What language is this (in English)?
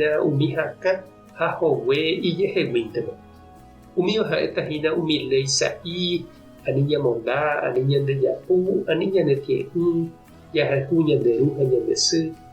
Guarani